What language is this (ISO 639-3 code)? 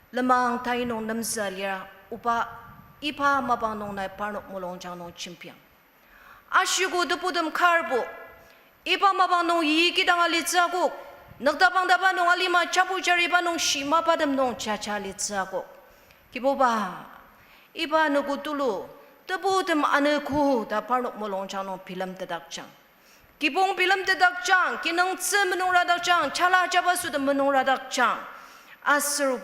njo